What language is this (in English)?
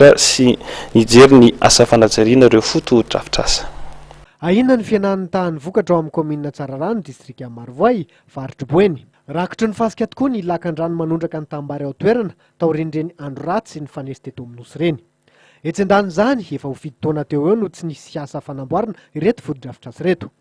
Malagasy